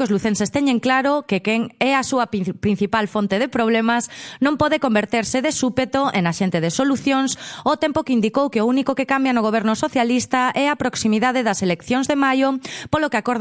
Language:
Galician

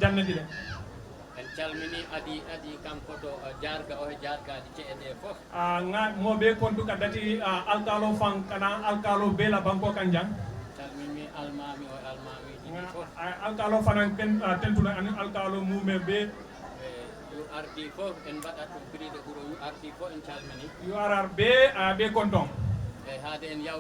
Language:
Fula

